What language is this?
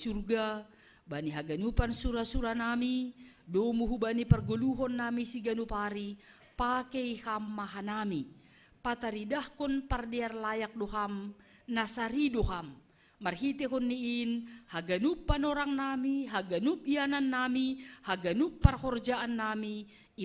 Batak Simalungun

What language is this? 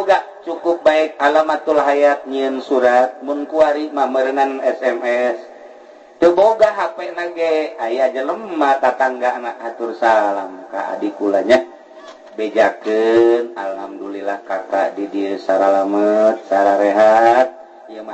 Sundanese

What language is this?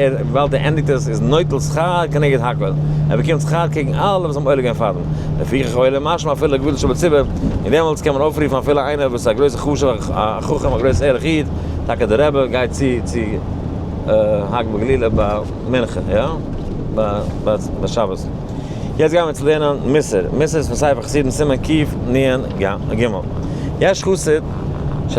Yiddish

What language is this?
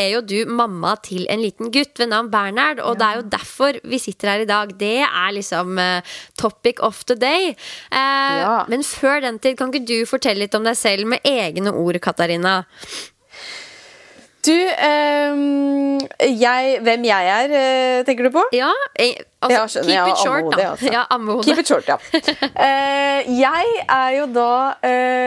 Norwegian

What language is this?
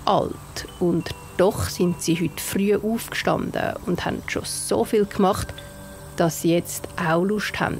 Swiss German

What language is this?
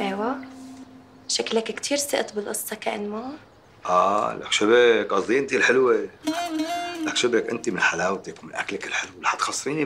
North Levantine Arabic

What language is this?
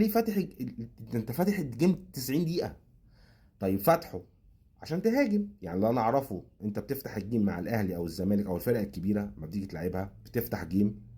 Egyptian Arabic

